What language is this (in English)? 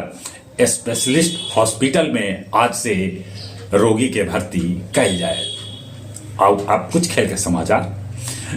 Magahi